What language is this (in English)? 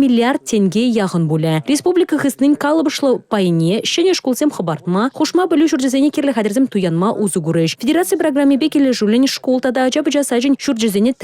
Chuvash